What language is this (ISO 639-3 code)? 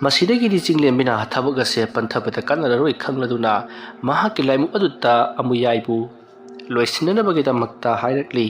mni